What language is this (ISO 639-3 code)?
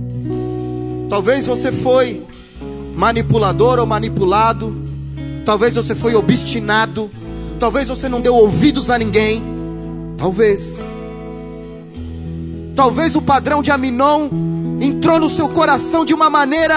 por